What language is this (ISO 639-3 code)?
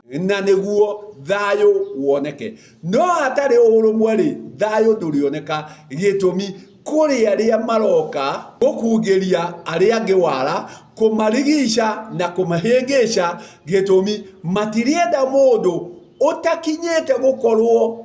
kik